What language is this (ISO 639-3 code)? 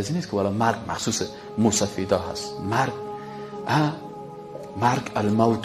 fas